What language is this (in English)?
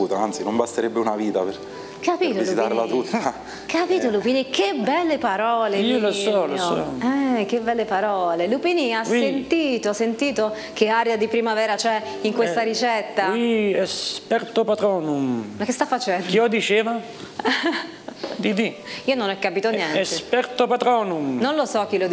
Italian